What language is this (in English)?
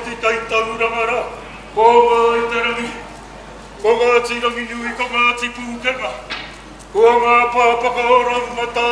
Māori